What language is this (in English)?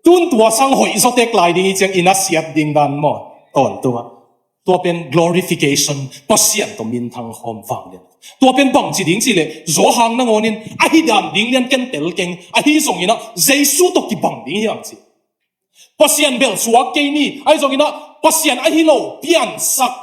Tedim Chin